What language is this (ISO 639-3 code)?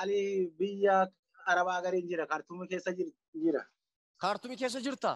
orm